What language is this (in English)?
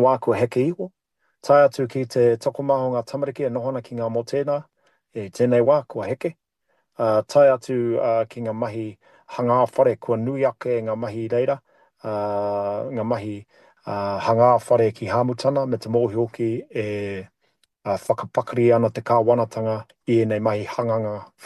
Māori